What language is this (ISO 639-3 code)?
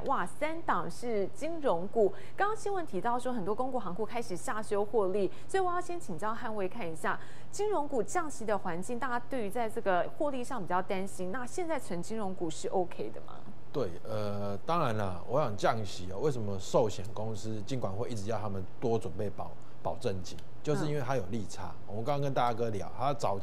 zho